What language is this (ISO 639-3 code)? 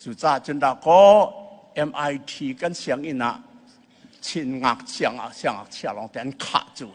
cnh